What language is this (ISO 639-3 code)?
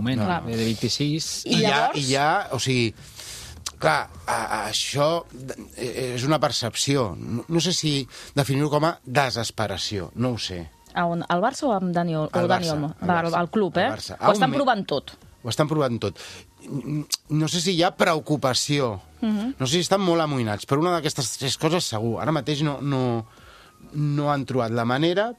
cat